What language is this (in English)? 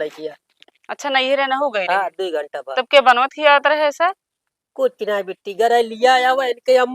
Awadhi